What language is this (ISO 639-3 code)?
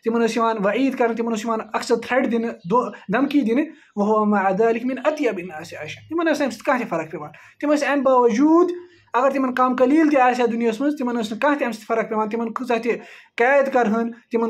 kas